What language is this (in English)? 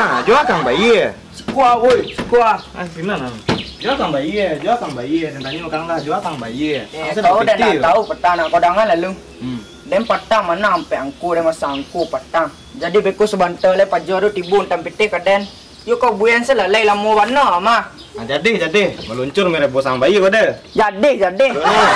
Minangkabau